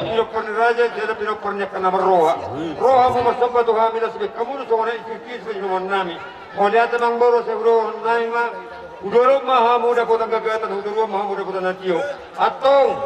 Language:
Batak Toba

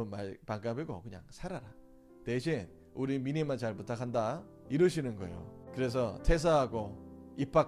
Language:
Korean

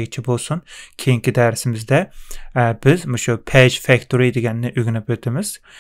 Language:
Uyghur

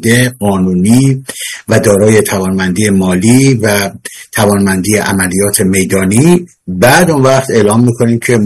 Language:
Persian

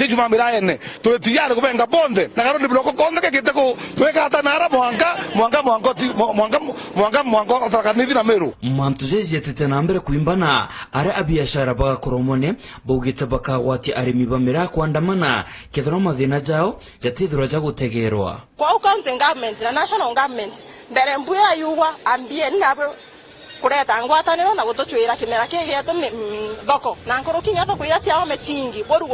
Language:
Meru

